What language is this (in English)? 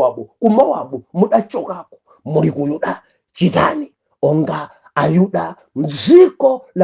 Nyanja